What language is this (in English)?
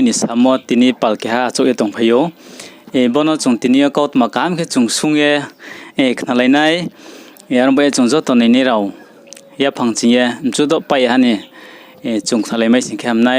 Riang (India)